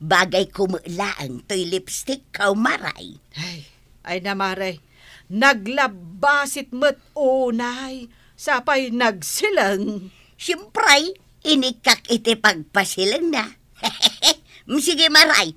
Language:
Iloko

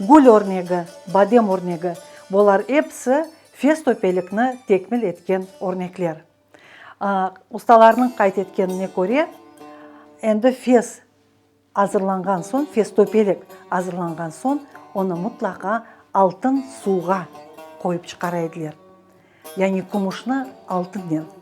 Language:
Crimean Tatar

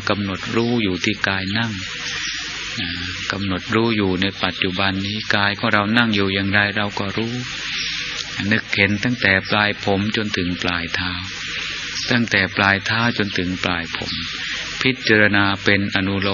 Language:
Thai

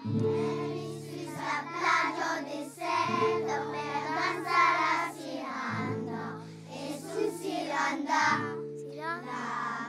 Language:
Occitan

